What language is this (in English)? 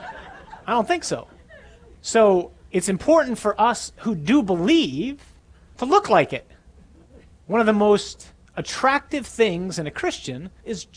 English